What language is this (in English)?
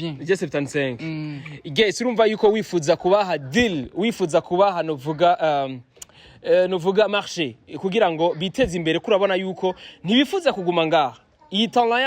Rundi